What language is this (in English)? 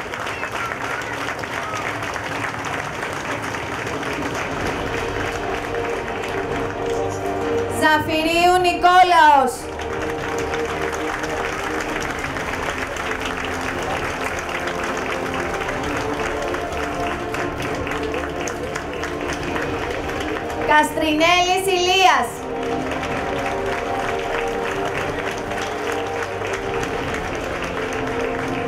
Greek